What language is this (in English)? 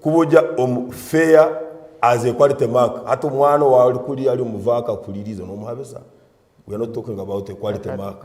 Nyankole